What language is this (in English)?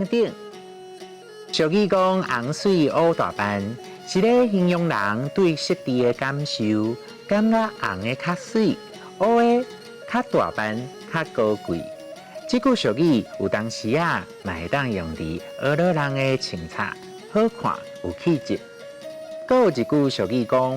Min Nan Chinese